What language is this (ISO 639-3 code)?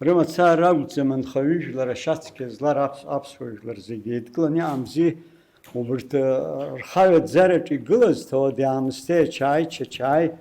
abk